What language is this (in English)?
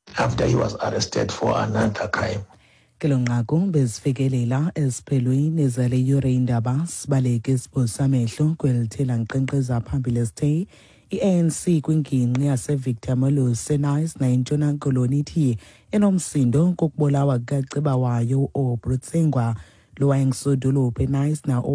Xhosa